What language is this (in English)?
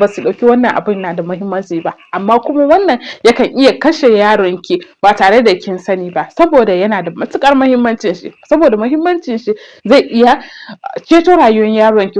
Hausa